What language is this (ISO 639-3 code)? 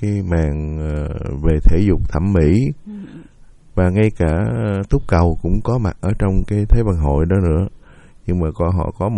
vie